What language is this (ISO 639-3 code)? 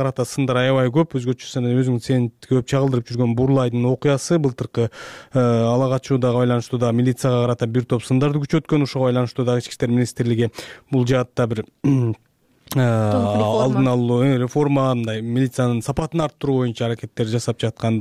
kir